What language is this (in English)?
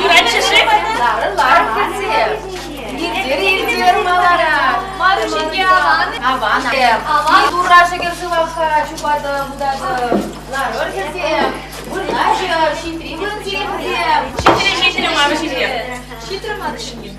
Chuvash